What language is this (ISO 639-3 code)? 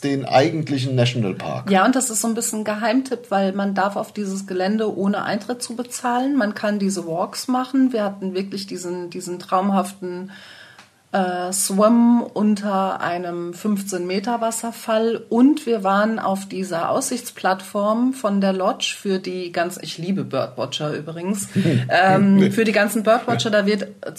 deu